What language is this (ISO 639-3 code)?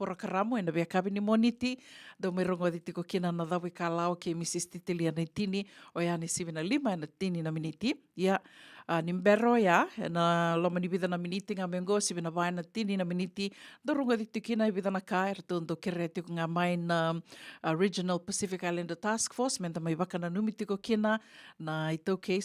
fij